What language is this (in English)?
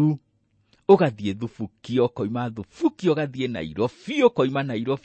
Kikuyu